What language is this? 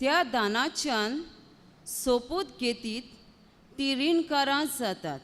Konkani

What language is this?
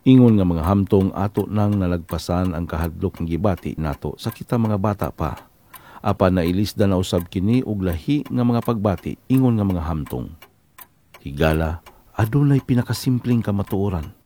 Cebuano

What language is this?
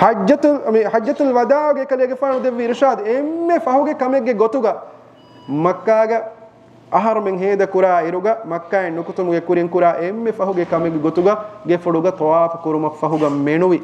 Divehi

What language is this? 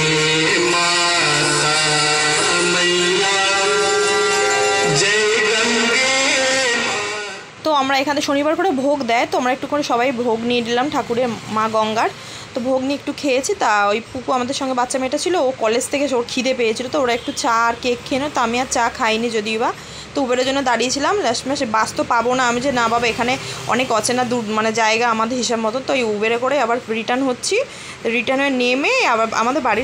Bangla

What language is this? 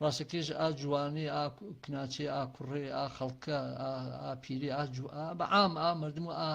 Gurani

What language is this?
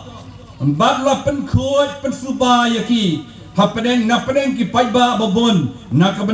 Khasi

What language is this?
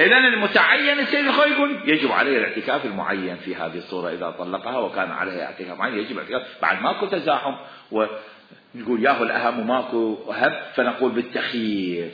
Mesopotamian Arabic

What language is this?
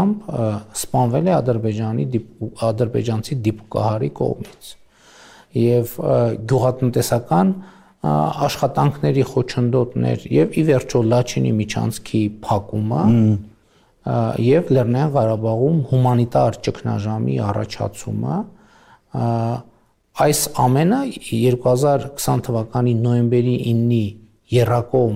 Armenian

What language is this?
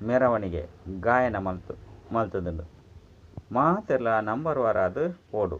Tulu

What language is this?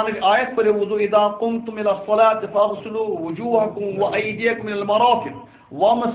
Kashmiri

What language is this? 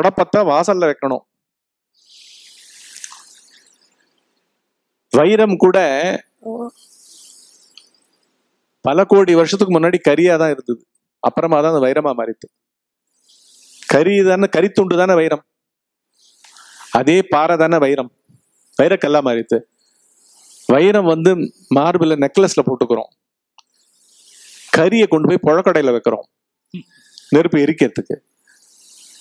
Tamil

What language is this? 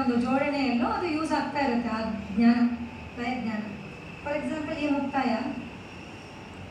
Kannada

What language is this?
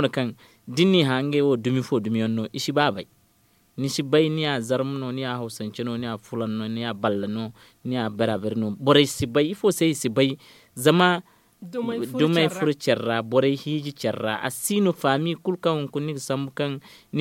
Zarma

